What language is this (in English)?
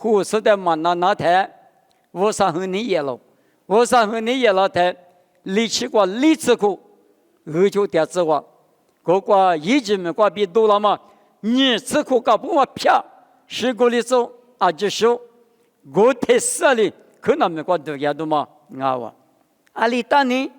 Lisu